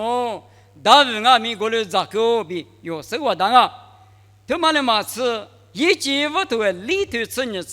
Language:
Lisu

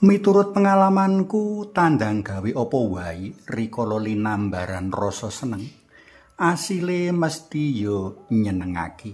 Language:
Javanese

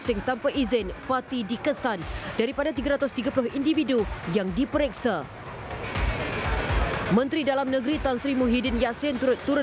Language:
Malay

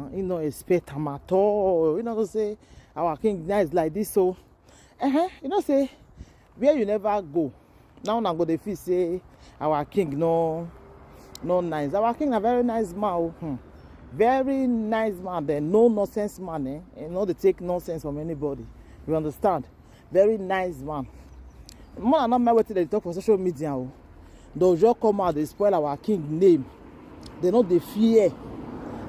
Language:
Nigerian Pidgin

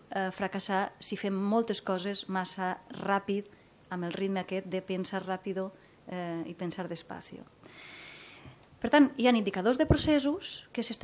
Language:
Catalan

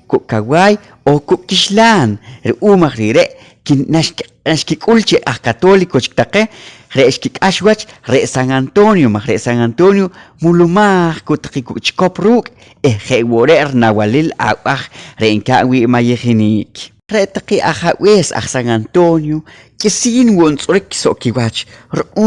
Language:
Poqomchi'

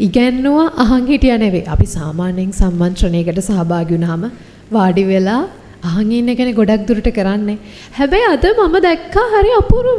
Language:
Sinhala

